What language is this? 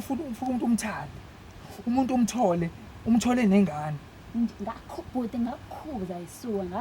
Zulu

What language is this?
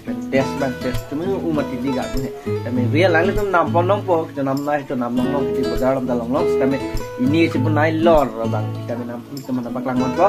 Karbi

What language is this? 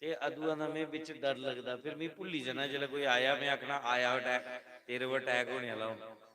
Dogri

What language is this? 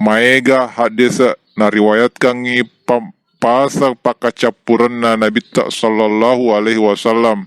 Buginese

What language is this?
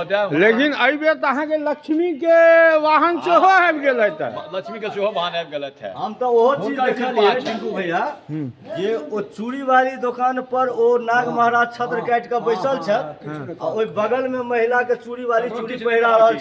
Maithili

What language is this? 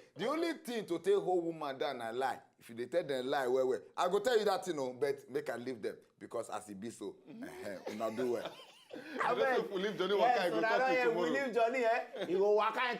Nigerian Pidgin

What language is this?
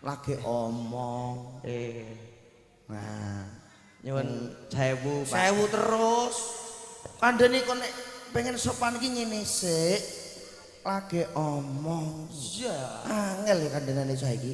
Javanese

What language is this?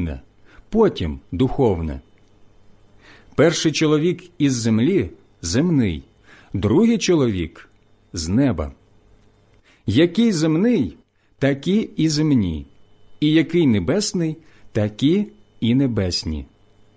Ukrainian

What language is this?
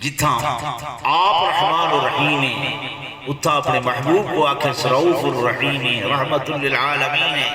Saraiki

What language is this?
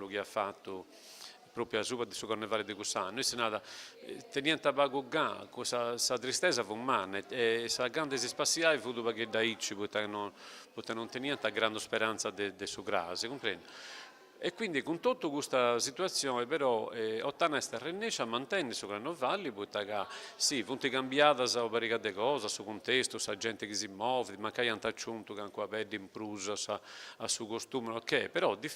Sardinian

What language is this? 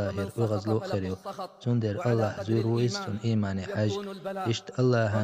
Chechen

